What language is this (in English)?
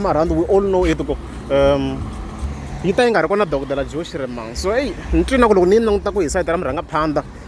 Tsonga